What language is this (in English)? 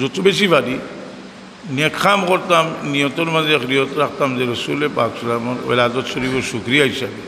Sylheti